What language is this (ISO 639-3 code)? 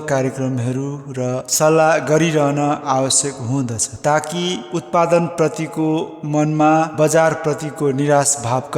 nep